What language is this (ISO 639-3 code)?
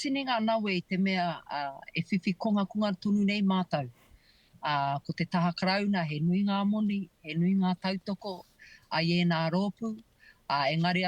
mri